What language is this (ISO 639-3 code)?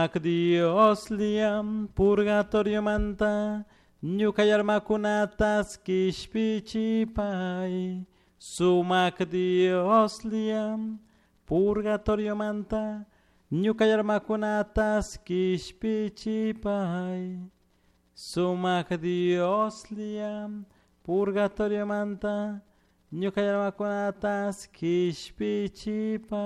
qug